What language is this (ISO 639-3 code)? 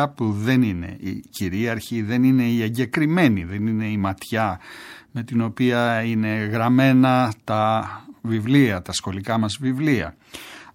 ell